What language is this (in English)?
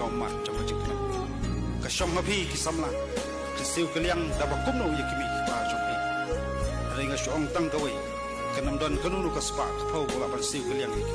Khasi